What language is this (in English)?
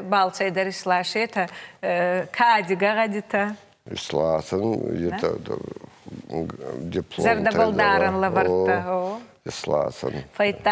Ossetic